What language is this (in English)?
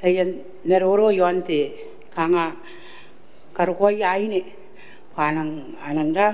Gilbertese